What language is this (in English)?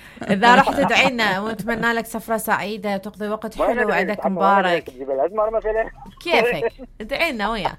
Mesopotamian Arabic